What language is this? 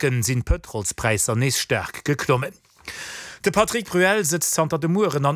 Luxembourgish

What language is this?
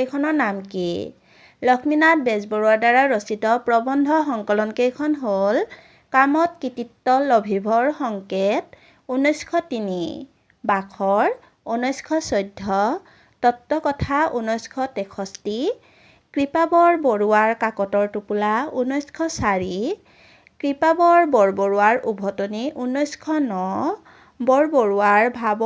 Assamese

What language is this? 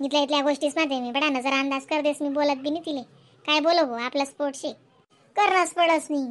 Khandesi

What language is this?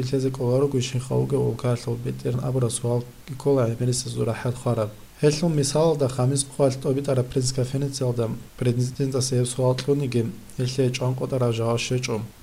Avaric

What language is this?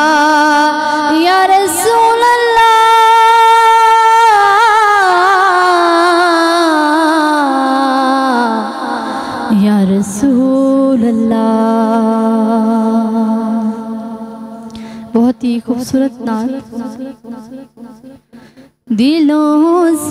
Urdu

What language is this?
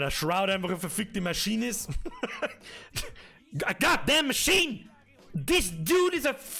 Bavarian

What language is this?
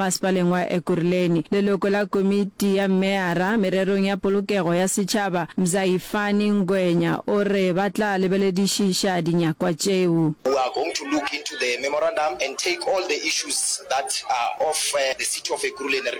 Northern Sotho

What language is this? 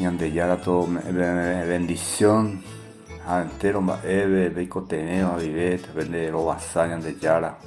Guarani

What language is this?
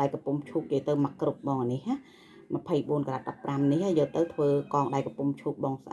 Khmer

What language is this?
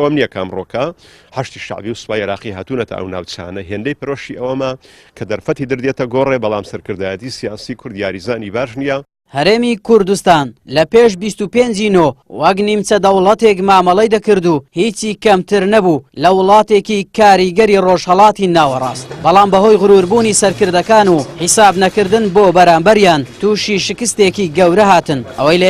Central Kurdish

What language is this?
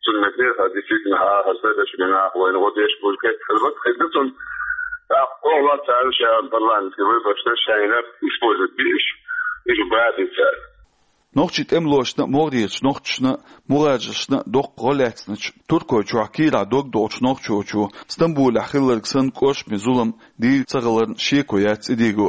Chechen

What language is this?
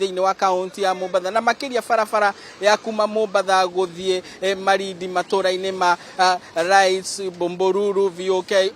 Kikuyu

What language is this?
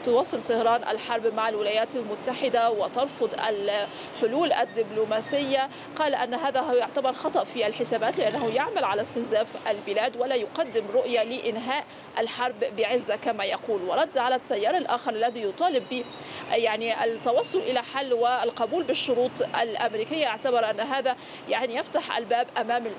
Arabic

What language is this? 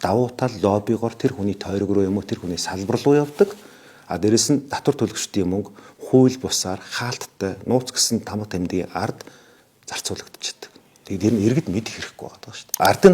Mongolian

